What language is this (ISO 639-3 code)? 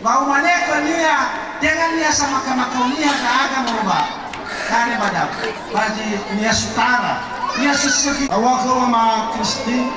nia